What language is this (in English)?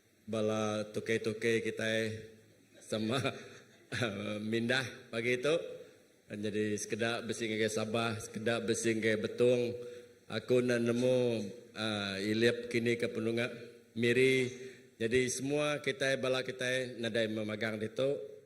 Iban